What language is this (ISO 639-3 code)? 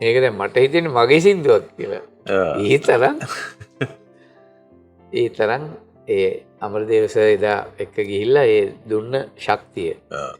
sin